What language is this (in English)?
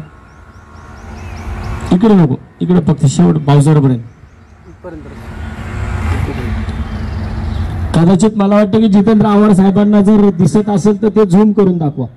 Marathi